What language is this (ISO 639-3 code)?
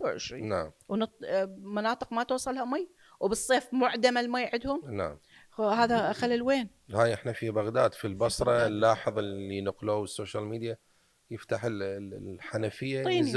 acm